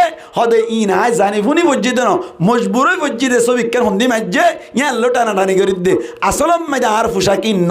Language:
Rohingya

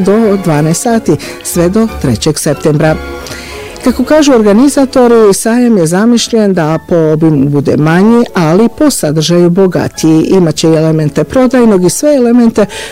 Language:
Bosnian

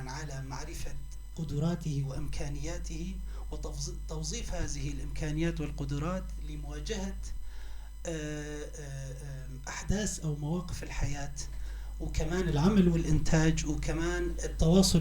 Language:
North Levantine Arabic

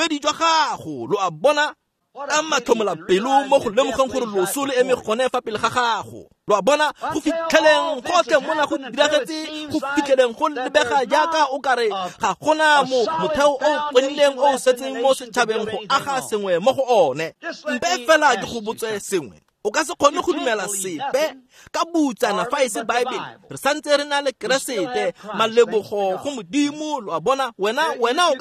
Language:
Tswana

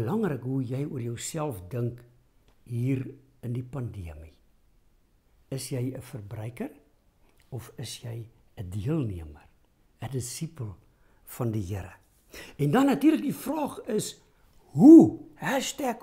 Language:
Afrikaans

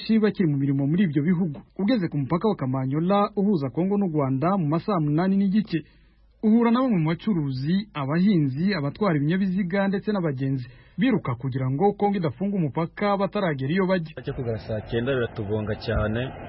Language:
Kinyarwanda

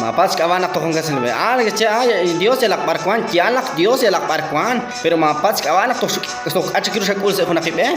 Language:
Kekchí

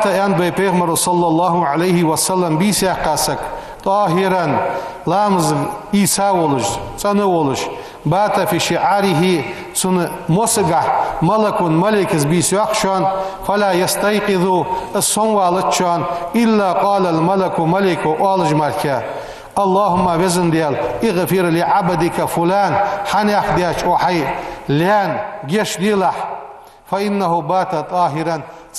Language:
Ingush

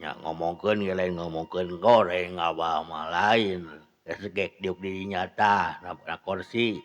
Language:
Sundanese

